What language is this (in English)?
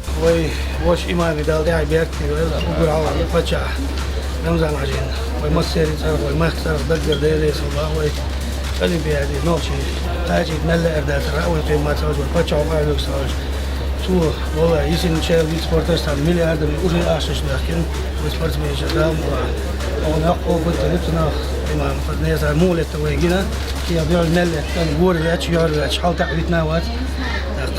Chechen